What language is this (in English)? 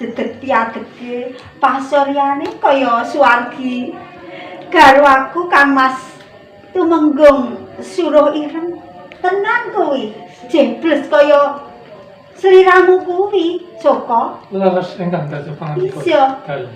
Javanese